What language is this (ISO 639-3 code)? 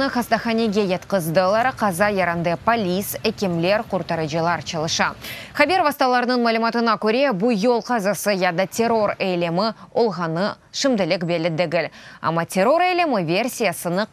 crh